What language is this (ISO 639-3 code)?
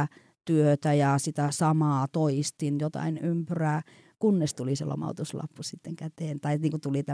fin